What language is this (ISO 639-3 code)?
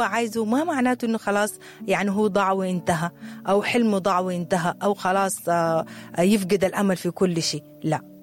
apd